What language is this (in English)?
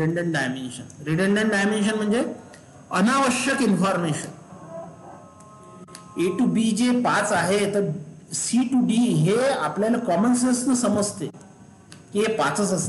Marathi